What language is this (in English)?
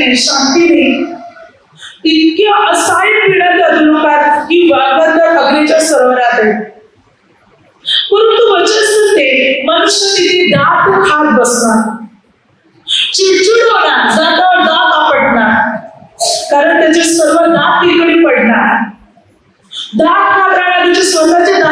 Marathi